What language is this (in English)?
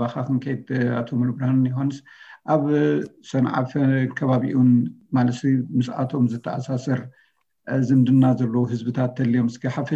Tigrinya